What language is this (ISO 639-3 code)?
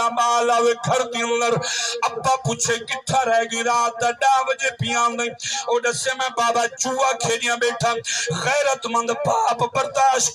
skr